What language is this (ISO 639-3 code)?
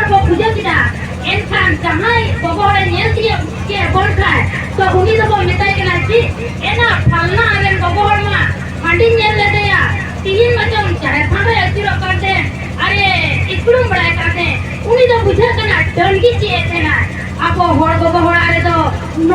sat